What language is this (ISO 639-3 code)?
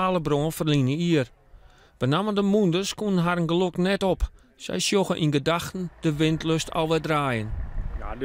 fry